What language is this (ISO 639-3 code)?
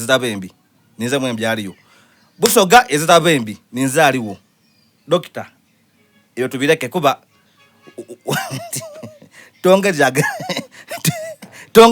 xog